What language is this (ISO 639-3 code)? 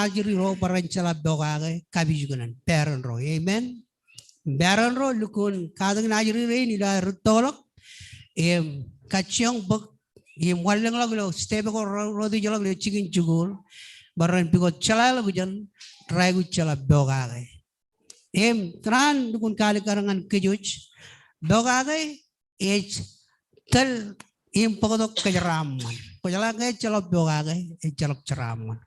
mah